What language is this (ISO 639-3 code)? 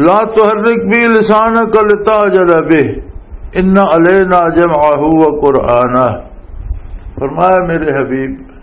lah